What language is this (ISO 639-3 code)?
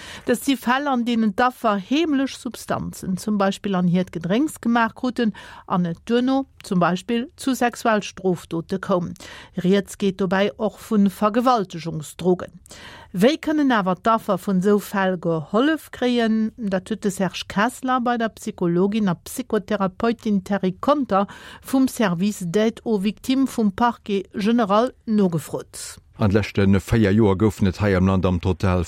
ltz